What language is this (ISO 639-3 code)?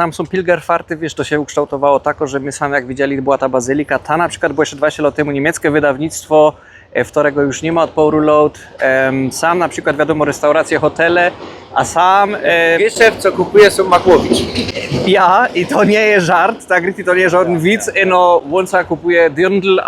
szl